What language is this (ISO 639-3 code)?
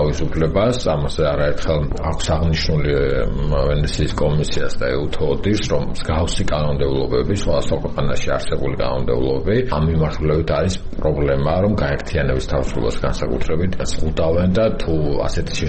kat